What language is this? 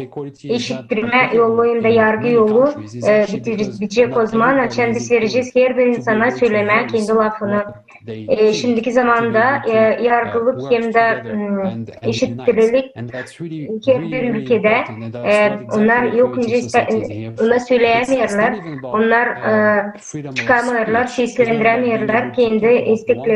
Gagauz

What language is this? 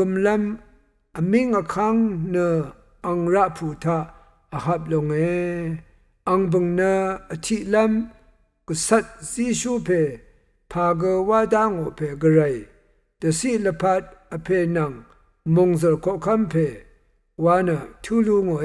Rawang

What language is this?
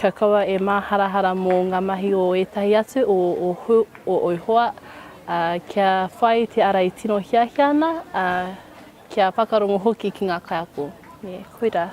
Māori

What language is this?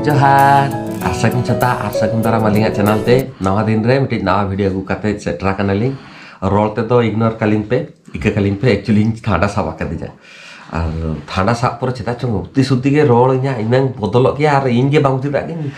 Santali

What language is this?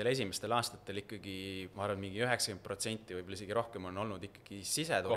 Estonian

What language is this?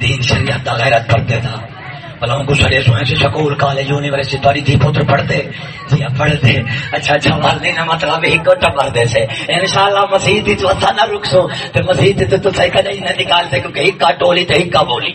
Saraiki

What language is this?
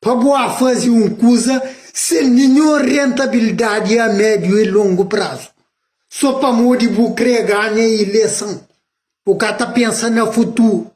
Kabuverdianu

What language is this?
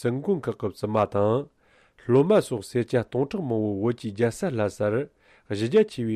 Tibetan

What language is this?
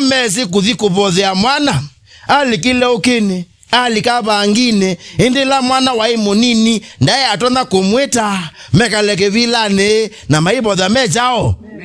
Kamba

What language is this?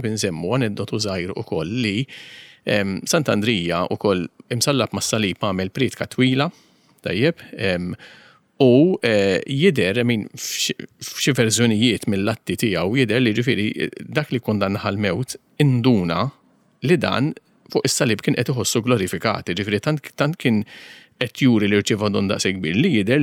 Maltese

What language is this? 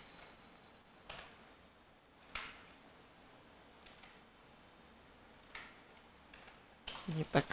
Vietnamese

